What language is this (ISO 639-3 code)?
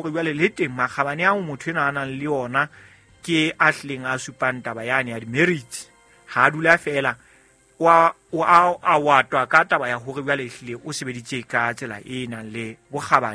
sot